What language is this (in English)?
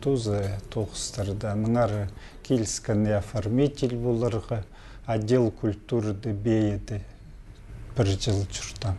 Khakas